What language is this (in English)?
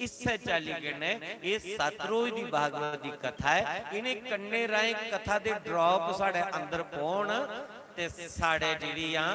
Dogri